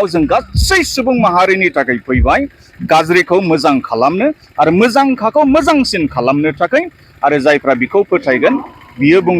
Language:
Bodo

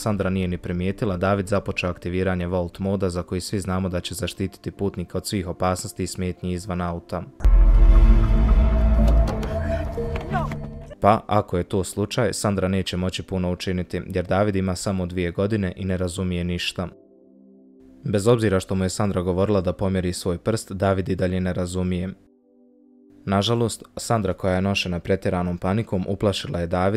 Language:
Bosnian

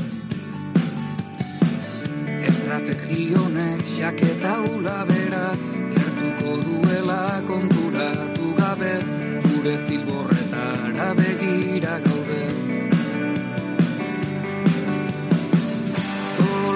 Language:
Basque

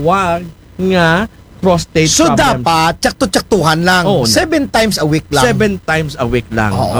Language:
Aklanon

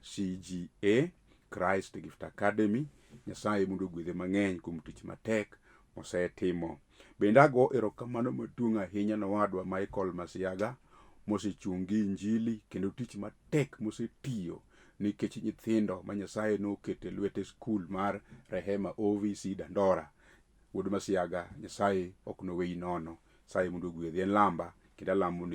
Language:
Luo (Kenya and Tanzania)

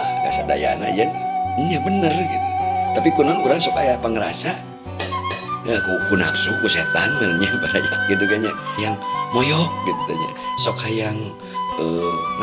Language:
Sundanese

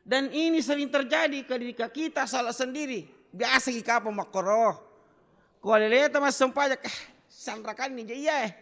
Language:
Buginese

